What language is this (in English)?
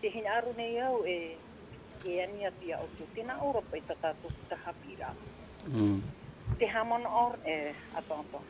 Tahitian